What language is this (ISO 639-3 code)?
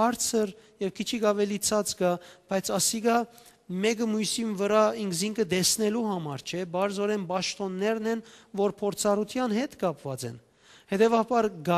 hyw